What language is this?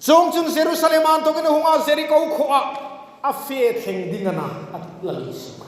Hmar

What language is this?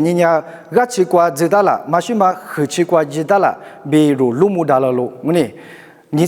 Lisu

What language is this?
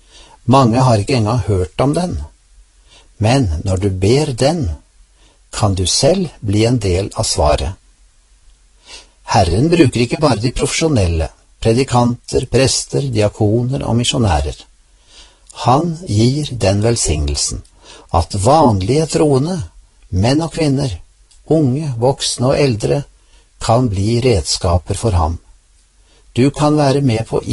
Norwegian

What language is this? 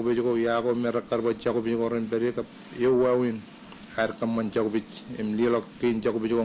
Marshallese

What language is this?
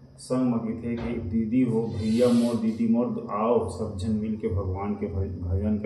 Chhattisgarhi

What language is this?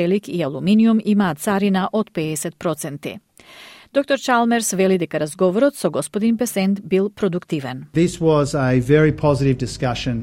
Macedonian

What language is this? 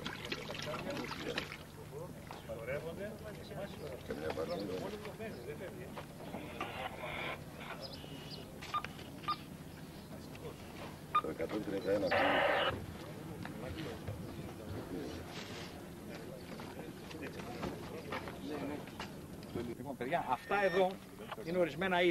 Greek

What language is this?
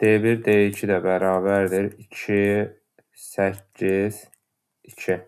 Azerbaijani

